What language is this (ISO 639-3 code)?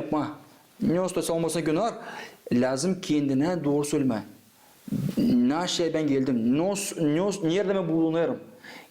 gag